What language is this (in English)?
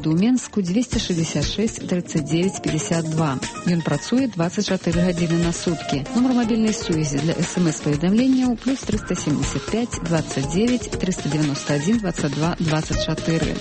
Belarusian